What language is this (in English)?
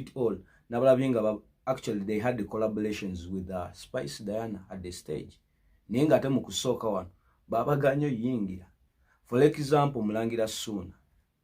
Ganda